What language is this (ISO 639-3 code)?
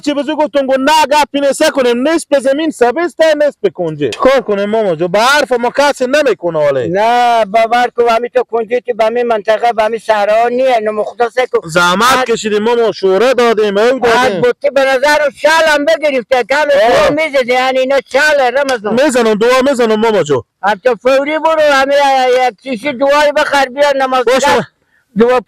fas